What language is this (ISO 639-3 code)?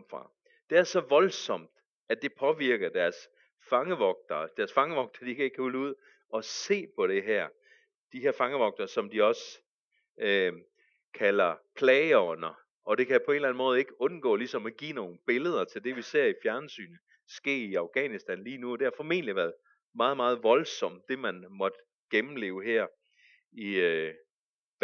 dan